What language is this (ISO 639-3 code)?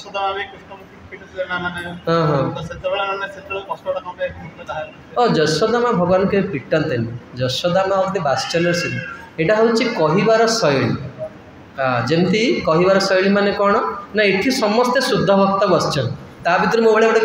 ori